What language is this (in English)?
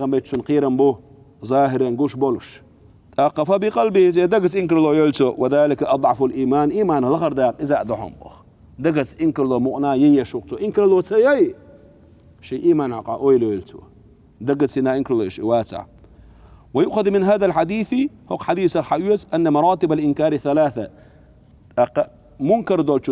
Chechen